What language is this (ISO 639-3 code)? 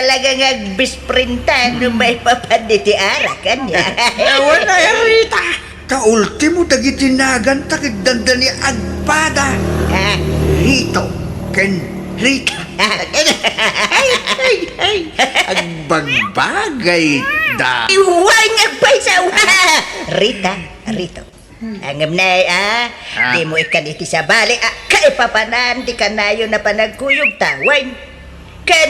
ilo